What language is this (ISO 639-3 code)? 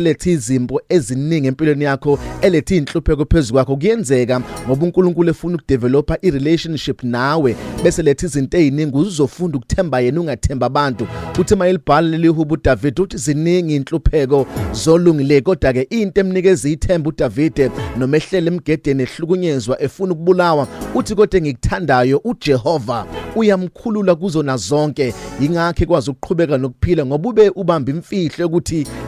zul